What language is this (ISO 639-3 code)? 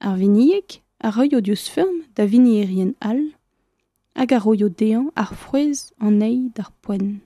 bre